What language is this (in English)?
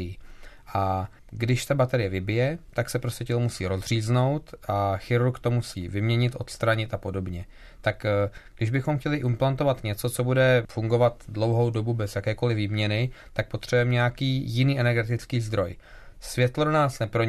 Czech